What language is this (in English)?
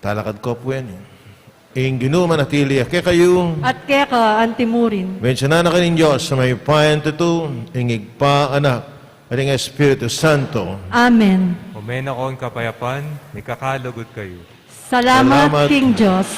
Pampanga